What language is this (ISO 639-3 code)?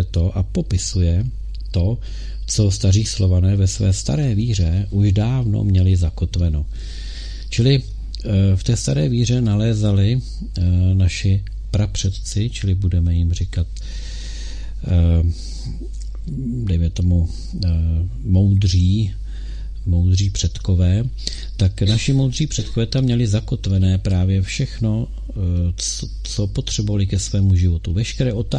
ces